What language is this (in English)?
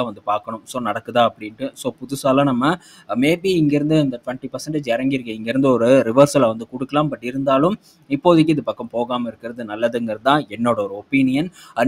Tamil